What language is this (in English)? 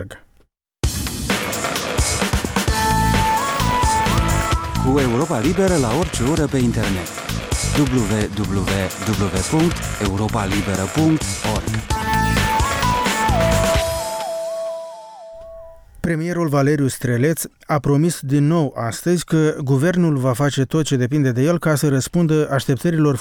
Romanian